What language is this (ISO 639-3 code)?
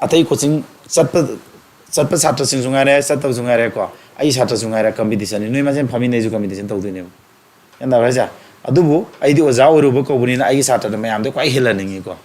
mni